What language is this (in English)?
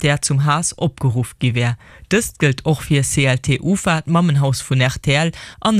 Luxembourgish